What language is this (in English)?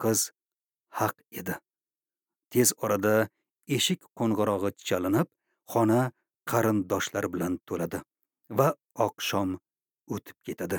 Uzbek